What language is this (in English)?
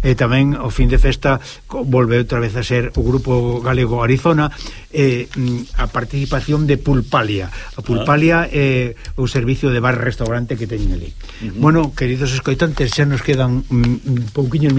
Galician